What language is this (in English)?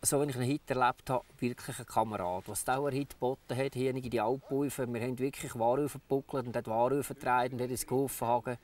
Swiss German